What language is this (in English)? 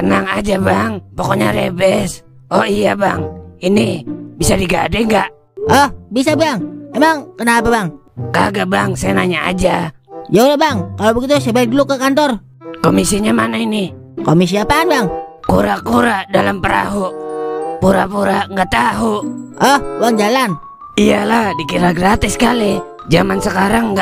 Betawi